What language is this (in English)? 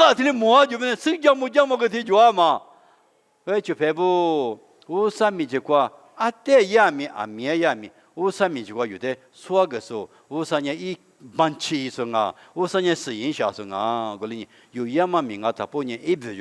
Lisu